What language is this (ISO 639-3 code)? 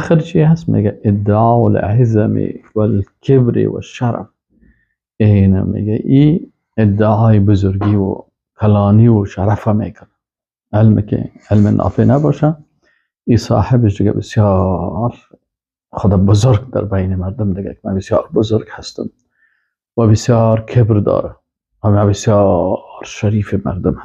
fas